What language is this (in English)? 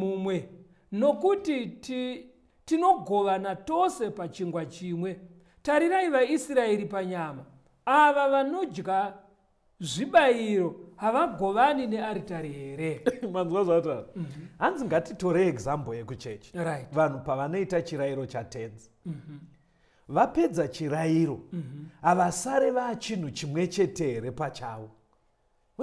Shona